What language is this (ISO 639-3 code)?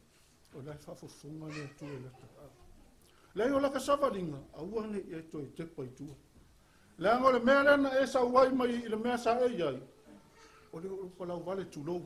smo